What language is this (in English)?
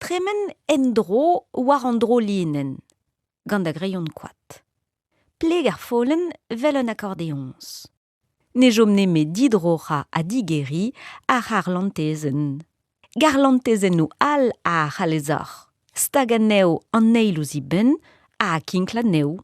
Breton